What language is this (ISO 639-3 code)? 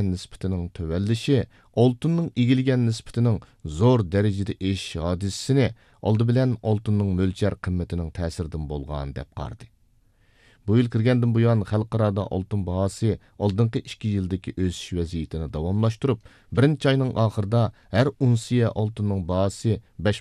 uig